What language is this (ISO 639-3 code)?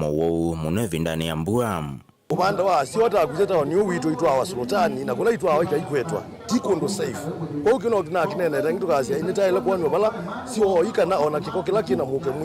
kam